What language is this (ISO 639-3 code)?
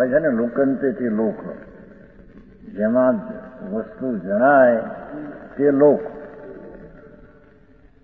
guj